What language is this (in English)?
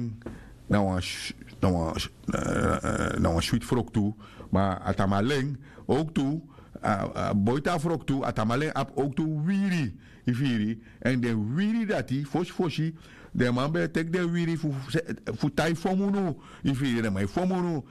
Sranan Tongo